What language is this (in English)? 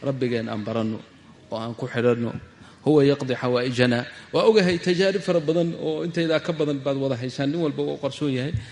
Somali